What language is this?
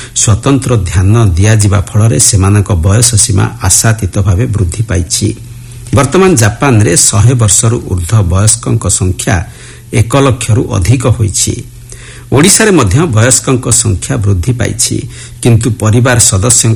Odia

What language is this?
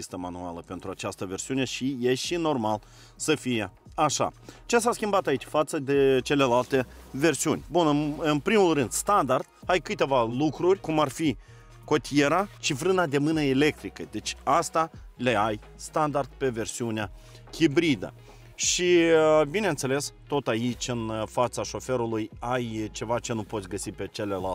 Romanian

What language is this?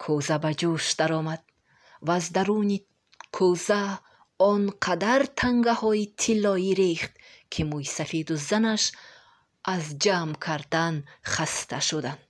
Tajik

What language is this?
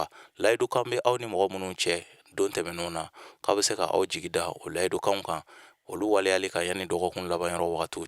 Bambara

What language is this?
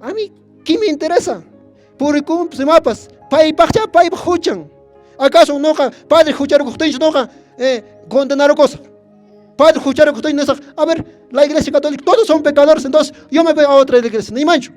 Quechua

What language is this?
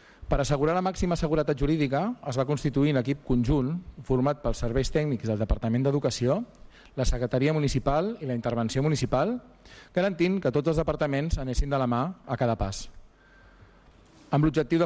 Catalan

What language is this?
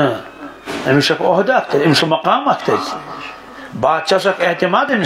Kashmiri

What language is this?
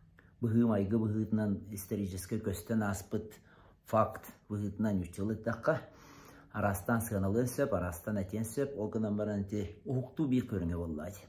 Yakut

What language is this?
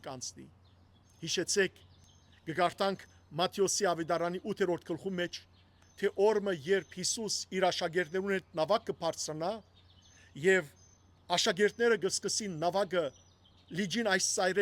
Western Armenian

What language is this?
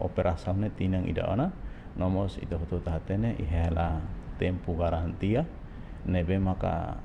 Tetum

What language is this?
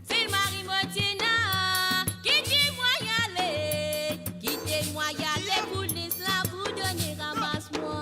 Morisyen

